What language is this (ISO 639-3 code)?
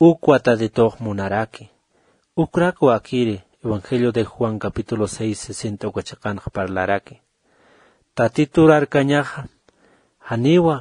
aym